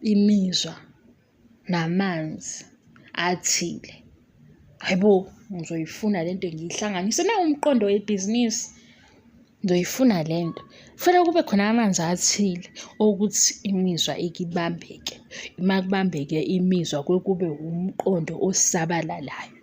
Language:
Zulu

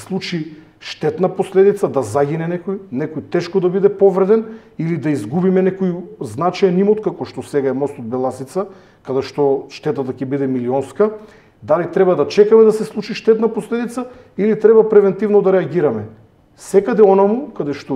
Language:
Macedonian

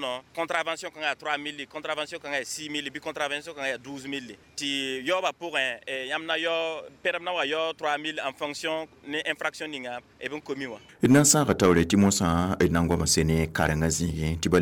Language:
Mossi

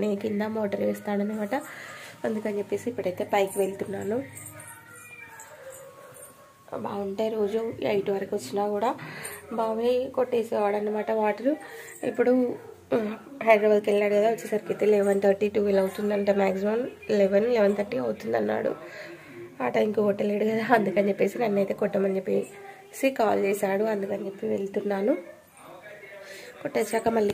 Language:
Telugu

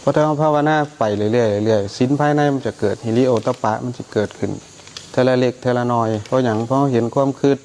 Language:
Northeastern Thai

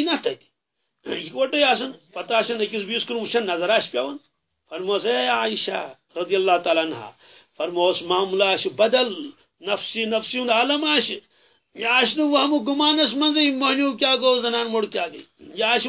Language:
Kashmiri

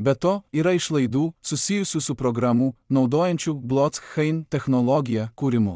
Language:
Lithuanian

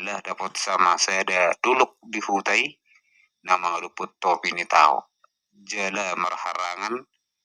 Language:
Batak Toba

